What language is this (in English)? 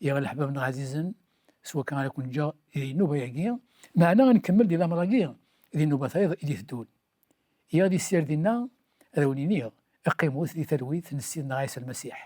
Kabyle